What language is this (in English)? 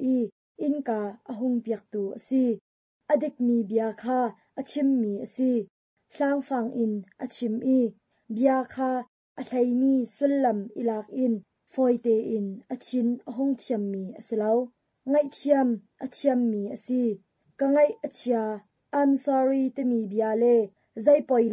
Hakha Chin